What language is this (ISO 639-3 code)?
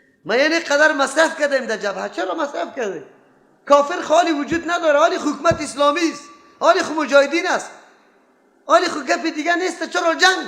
fas